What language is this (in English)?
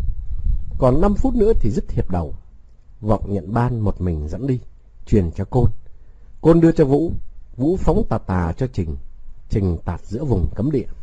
Vietnamese